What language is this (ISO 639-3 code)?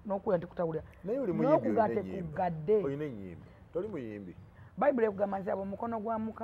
lug